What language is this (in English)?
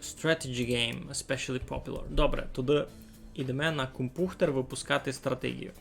Rusyn